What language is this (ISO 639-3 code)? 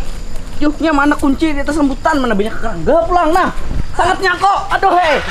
bjn